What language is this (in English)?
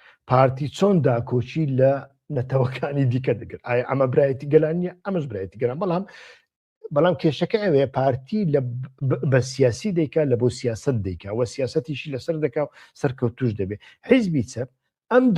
Central Kurdish